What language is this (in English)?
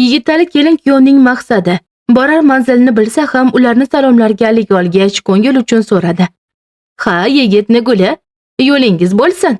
Uzbek